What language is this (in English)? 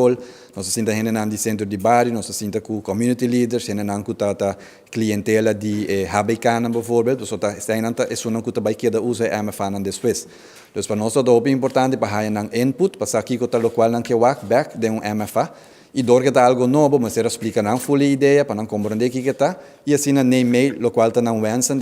Papiamento